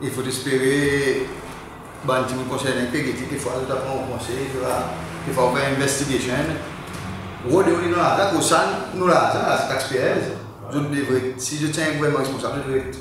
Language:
Seselwa Creole French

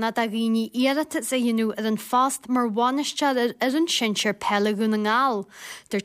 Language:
Irish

